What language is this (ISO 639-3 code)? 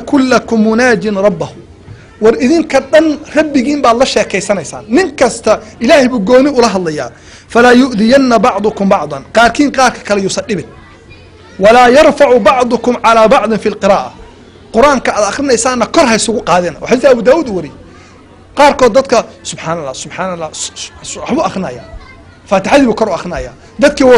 som